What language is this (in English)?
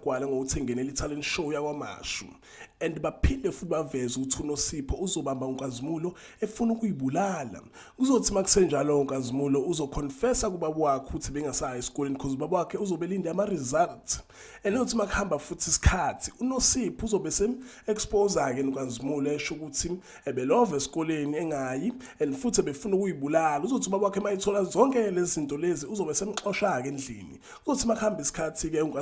Zulu